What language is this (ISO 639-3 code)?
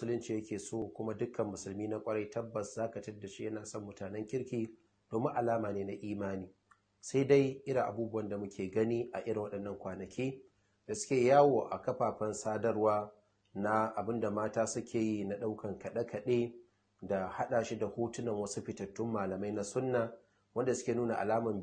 hau